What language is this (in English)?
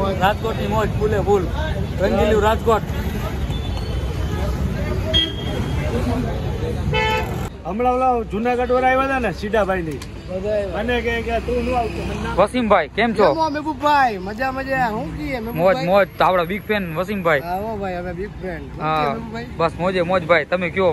Gujarati